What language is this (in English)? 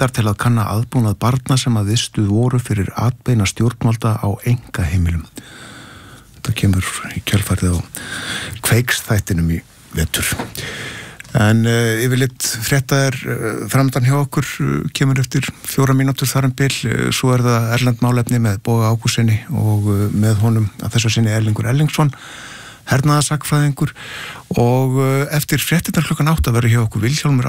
Icelandic